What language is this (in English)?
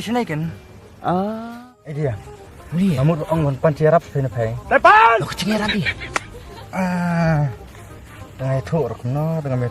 Khasi